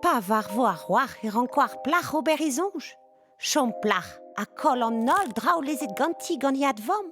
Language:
Breton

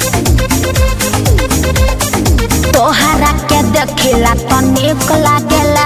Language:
Bhojpuri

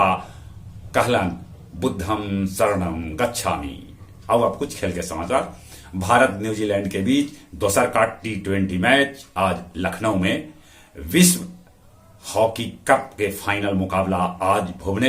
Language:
Magahi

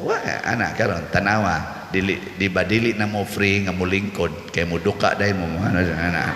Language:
Cebuano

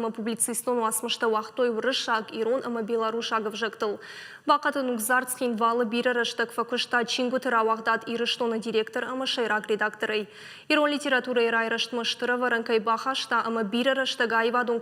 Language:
Ossetic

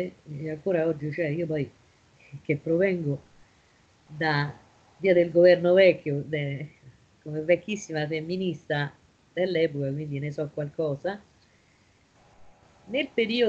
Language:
Italian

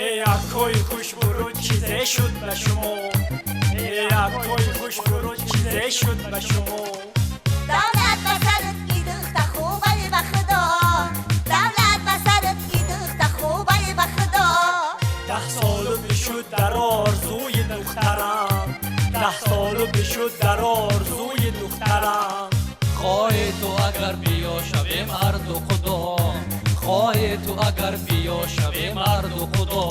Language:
Tajik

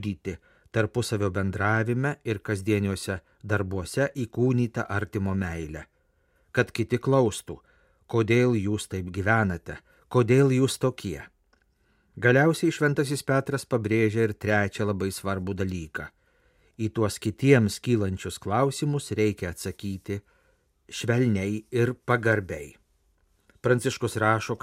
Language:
Lithuanian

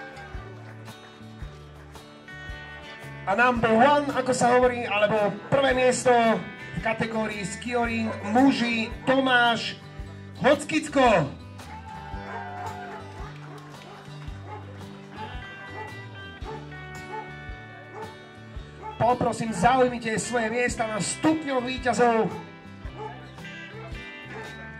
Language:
Slovak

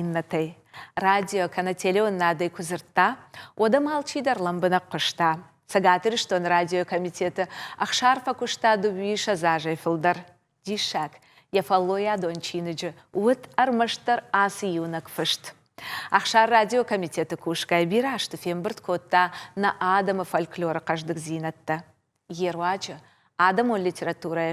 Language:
Ossetic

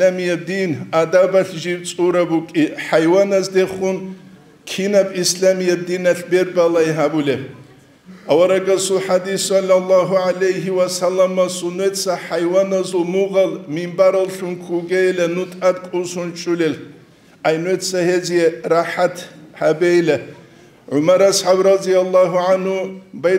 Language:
Avaric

